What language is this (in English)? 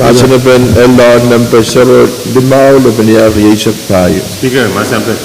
Pohnpeian